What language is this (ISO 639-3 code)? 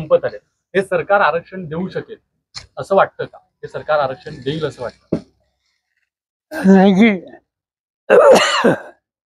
mar